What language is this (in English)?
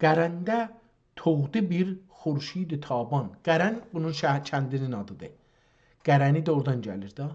South Azerbaijani